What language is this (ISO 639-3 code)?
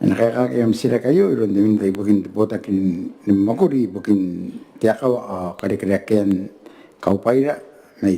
gil